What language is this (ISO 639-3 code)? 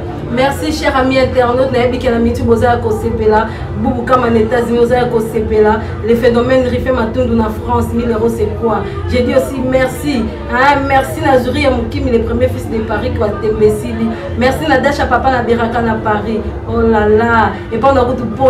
lin